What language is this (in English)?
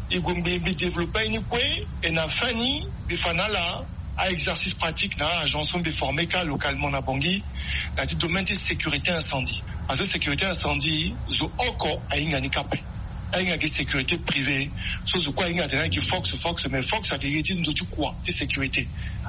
Sango